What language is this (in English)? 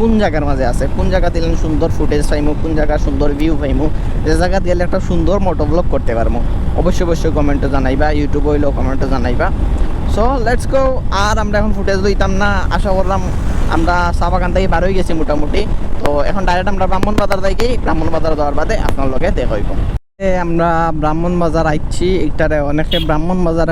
Sylheti